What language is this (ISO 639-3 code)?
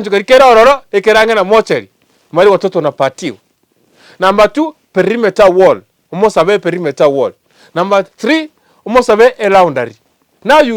guz